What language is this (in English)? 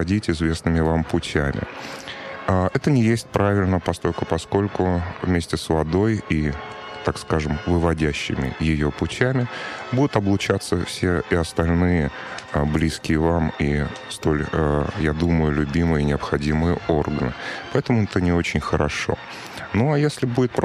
Russian